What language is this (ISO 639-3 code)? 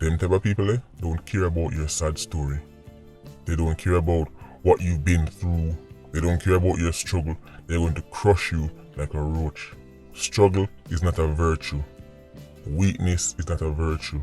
jam